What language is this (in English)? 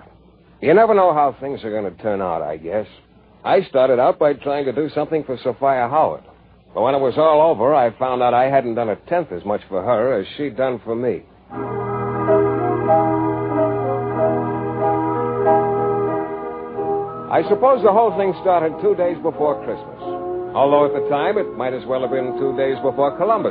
English